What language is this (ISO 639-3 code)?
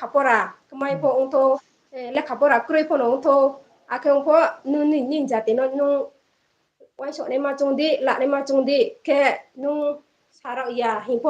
ria